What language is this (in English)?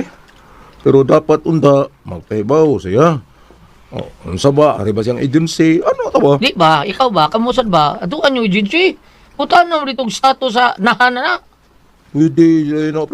Cebuano